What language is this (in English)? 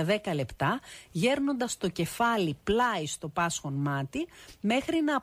Greek